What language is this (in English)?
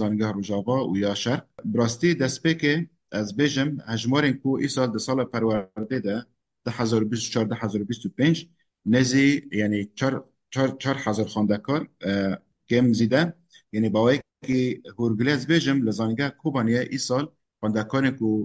Kurdish